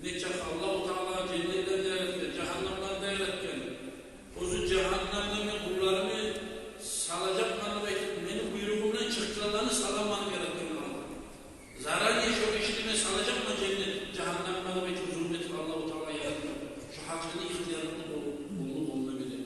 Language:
Kumyk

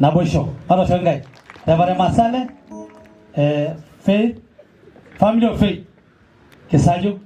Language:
Masai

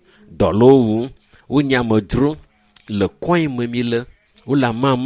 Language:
Ewe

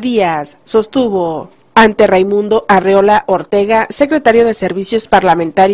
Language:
Spanish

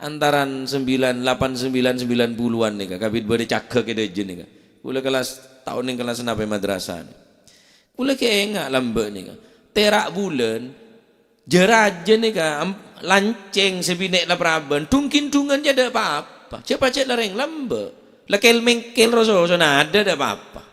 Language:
Madurese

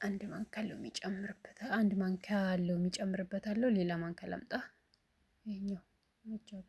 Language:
Amharic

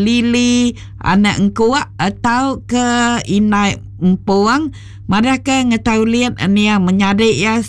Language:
Iban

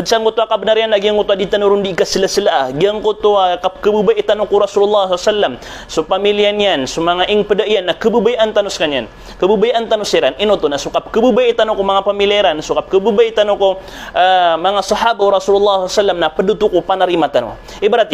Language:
Maranao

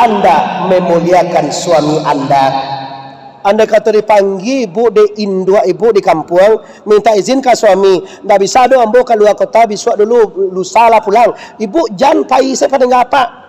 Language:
Minangkabau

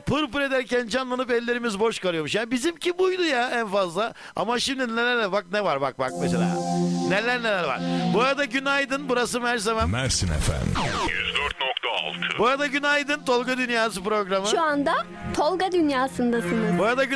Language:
Turkish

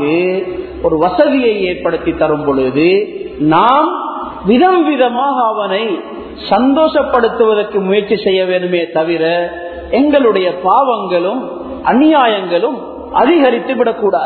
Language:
Tamil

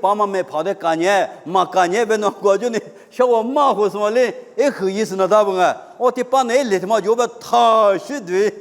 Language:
Lisu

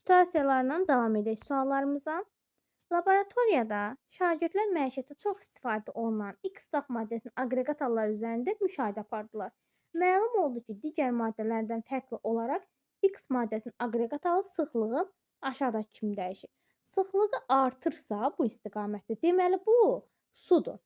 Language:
Azerbaijani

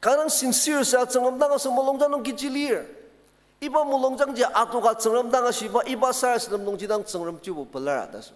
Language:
Ao Naga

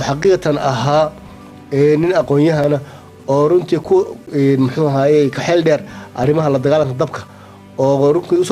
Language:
Somali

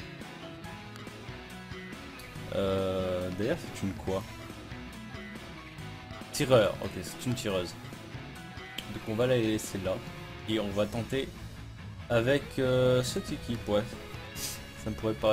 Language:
French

